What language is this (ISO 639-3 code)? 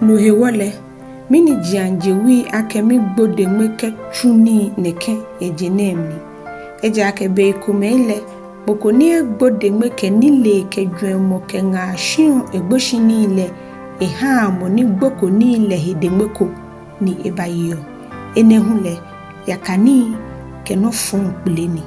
gaa